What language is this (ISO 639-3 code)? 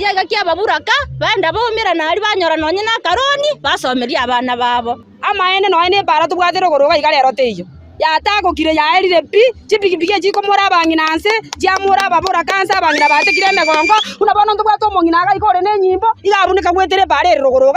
guz